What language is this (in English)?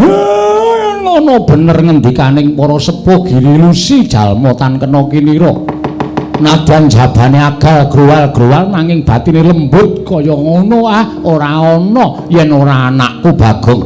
Javanese